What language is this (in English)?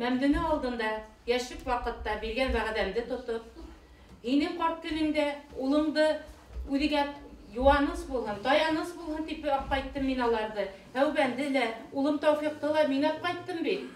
Bashkir